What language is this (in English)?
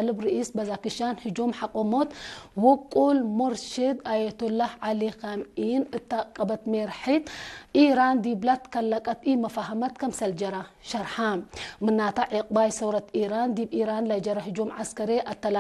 Tigre